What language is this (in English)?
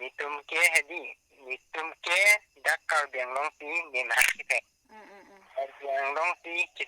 Karbi